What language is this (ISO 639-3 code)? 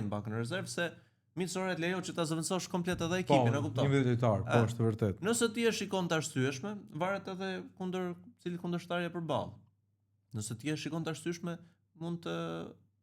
sqi